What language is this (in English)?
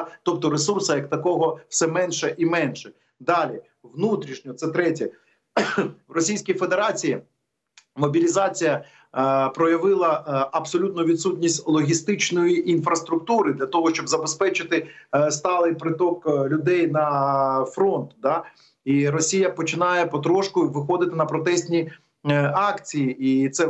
Ukrainian